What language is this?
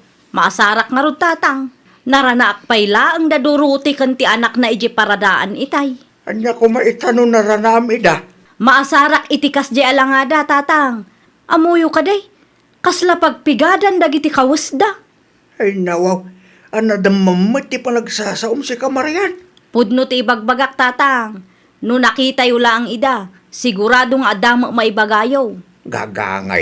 Iloko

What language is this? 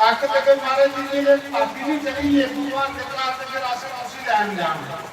Dogri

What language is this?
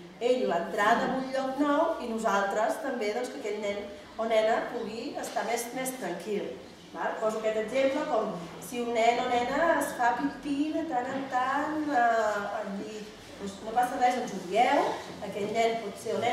Catalan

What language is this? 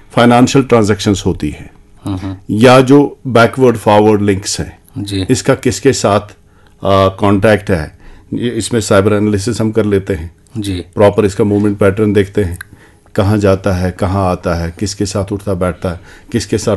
Hindi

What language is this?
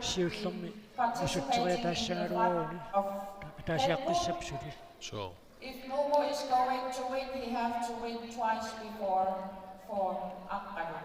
Kalaallisut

